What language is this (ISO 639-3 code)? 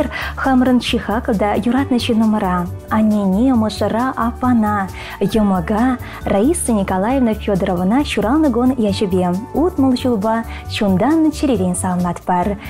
chv